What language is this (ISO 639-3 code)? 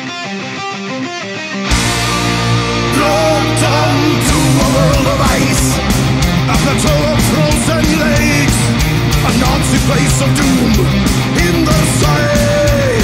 eng